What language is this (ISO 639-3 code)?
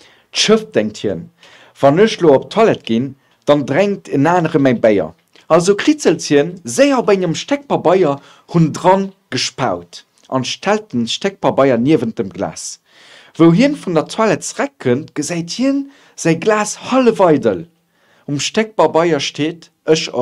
ltz